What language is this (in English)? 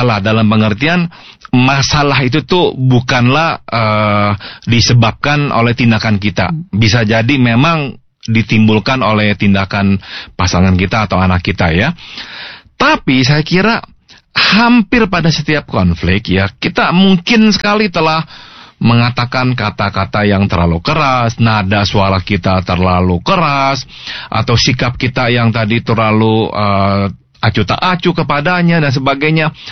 Indonesian